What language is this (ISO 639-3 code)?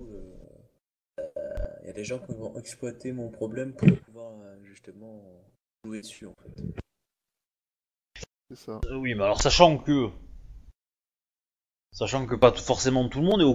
fra